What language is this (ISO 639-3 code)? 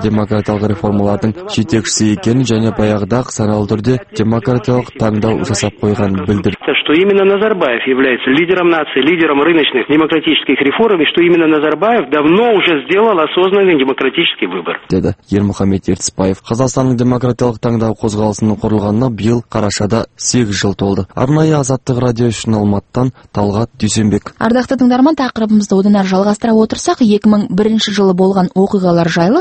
kaz